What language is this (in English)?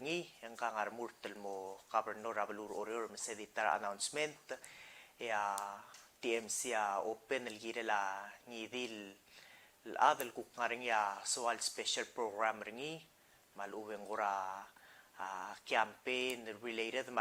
Palauan